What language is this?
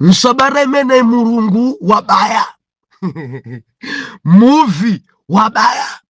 Nyanja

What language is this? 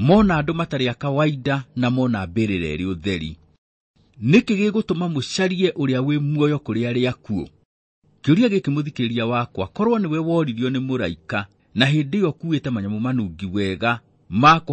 Kikuyu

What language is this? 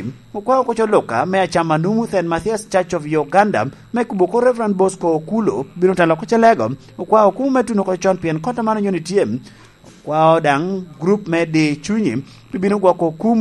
Lango (Uganda)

